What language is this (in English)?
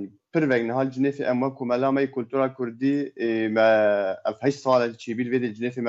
Kurdish